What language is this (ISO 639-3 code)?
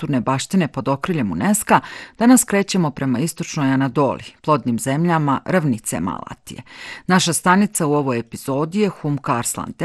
bos